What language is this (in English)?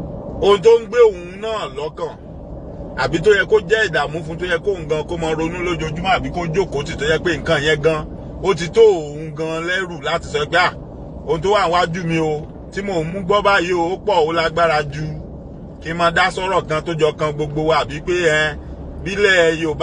Yoruba